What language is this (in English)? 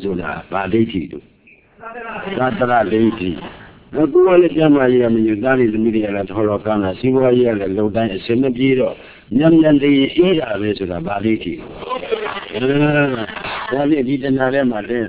Burmese